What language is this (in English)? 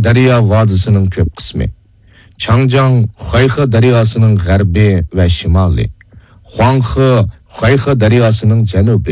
Uyghur